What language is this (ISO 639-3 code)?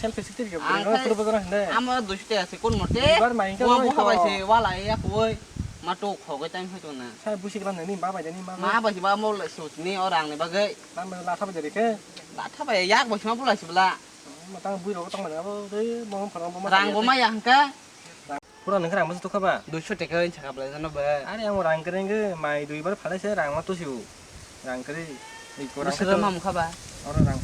trp